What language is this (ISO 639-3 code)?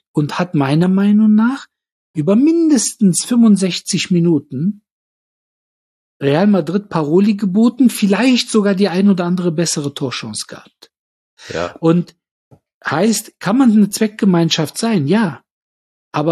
deu